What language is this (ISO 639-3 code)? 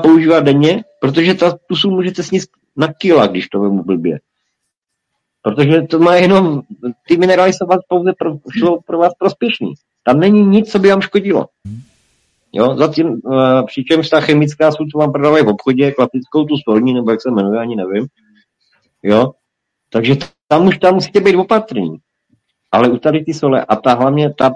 ces